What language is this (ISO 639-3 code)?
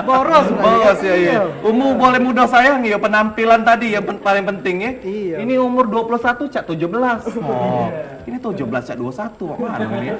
mui